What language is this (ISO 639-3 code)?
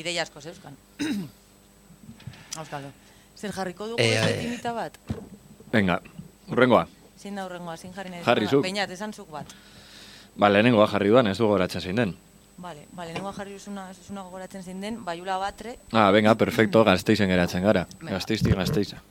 eus